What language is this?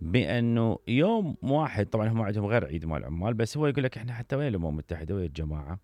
Mesopotamian Arabic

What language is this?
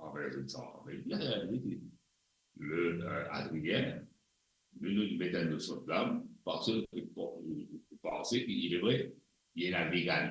Morisyen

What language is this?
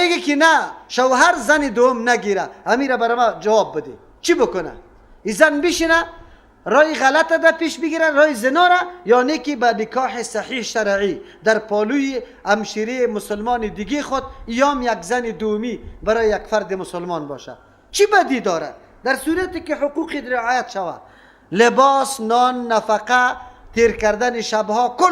Persian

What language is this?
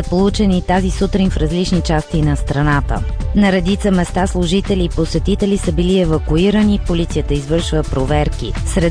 Bulgarian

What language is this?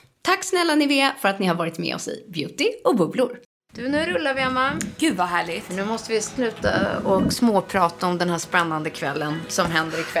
Swedish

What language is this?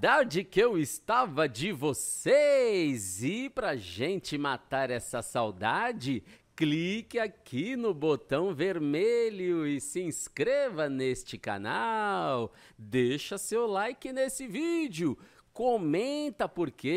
Portuguese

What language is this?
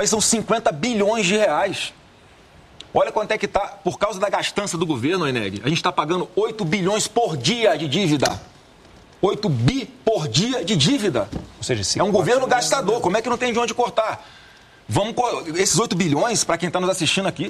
Portuguese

